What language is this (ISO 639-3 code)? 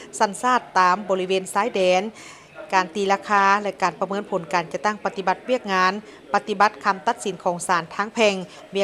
lao